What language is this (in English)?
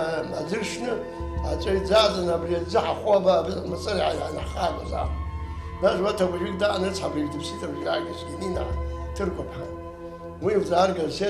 Abkhazian